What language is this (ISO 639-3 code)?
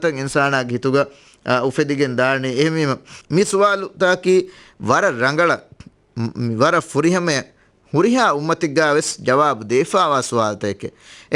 div